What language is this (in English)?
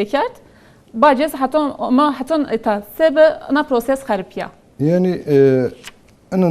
Zaza